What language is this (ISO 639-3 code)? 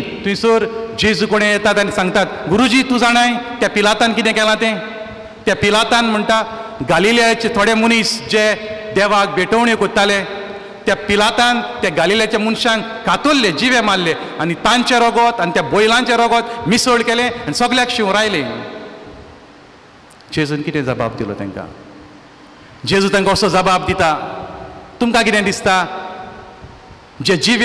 kok